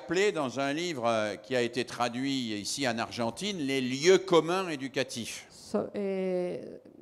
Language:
French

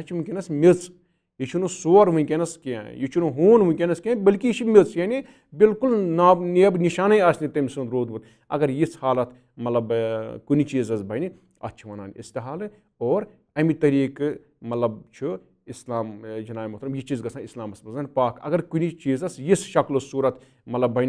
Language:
Kashmiri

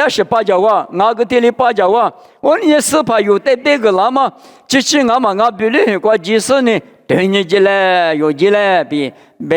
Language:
Lisu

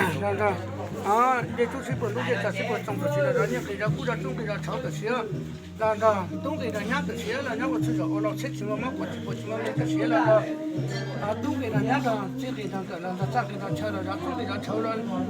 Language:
Hmong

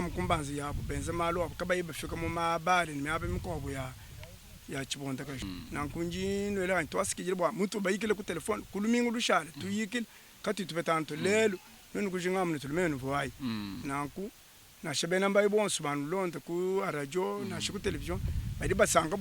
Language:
Luba-Lulua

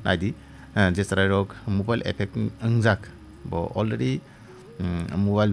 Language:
Kok Borok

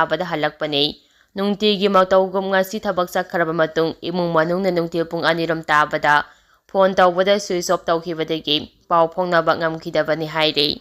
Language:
Manipuri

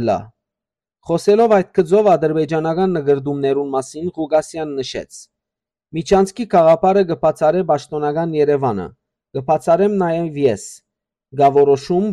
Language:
Western Armenian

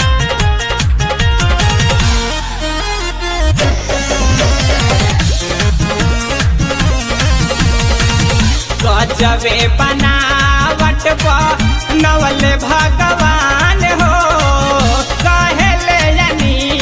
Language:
Bhojpuri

